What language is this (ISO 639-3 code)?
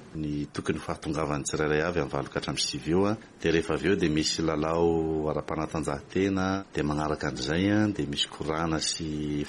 mlg